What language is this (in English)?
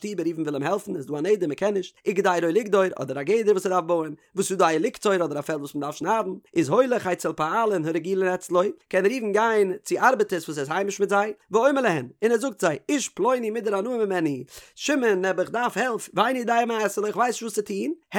Yiddish